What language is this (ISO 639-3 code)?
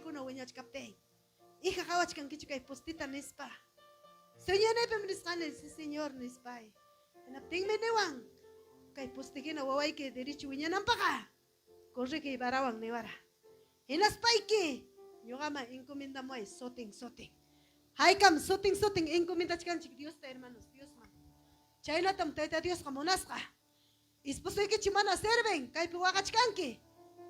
quy